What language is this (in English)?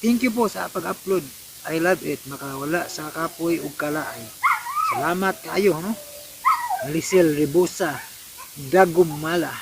Cebuano